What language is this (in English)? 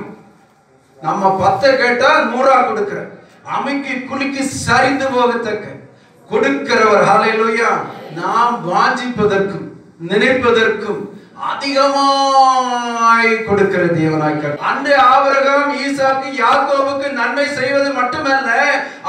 Tamil